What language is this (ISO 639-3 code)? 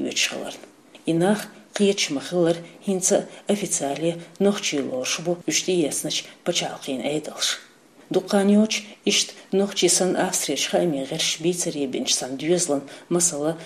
che